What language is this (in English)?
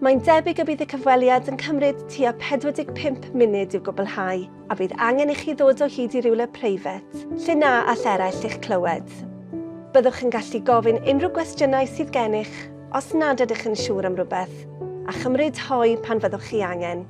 Welsh